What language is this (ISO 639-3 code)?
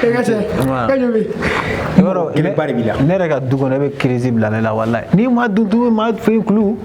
bam